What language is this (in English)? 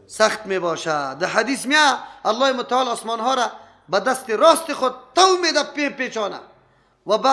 Persian